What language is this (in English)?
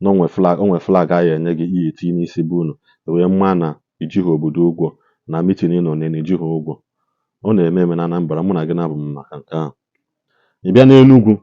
Igbo